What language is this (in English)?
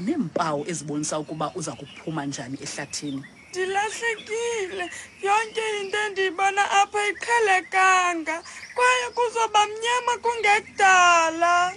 Xhosa